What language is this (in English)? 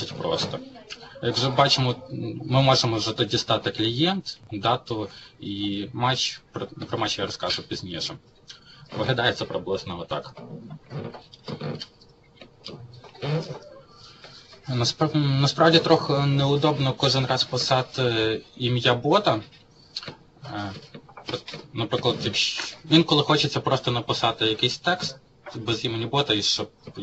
Ukrainian